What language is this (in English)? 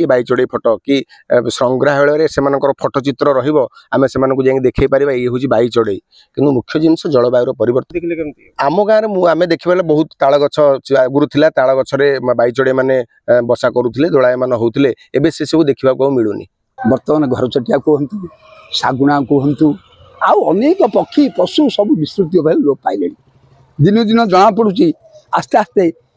Odia